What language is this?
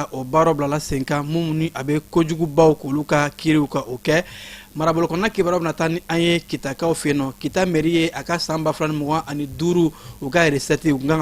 Bambara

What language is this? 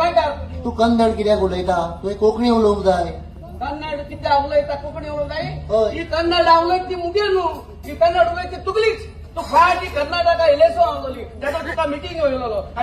Konkani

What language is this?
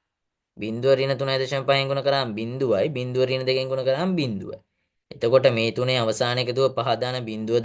Sinhala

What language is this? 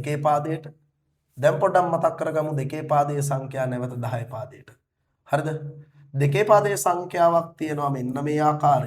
Sinhala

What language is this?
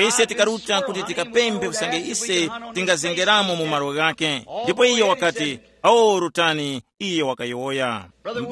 Tumbuka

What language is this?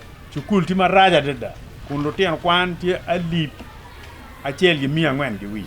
Acoli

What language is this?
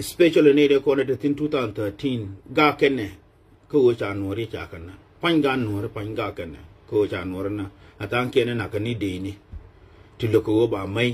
Nuer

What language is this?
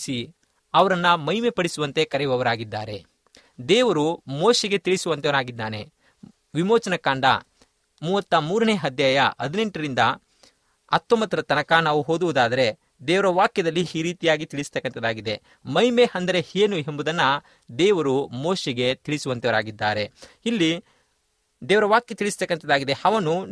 Kannada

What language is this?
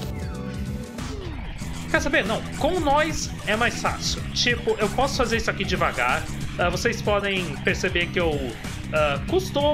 Portuguese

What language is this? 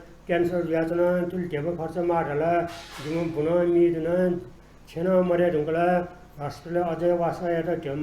Newari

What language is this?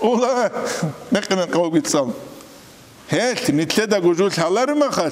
Avaric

